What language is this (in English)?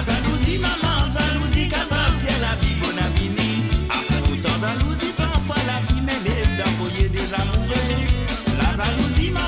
Morisyen